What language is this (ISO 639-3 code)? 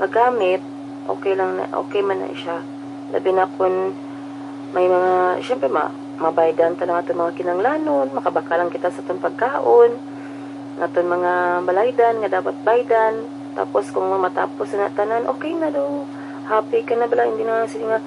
hil